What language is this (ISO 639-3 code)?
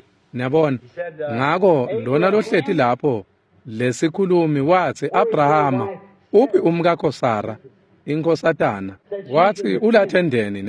ssw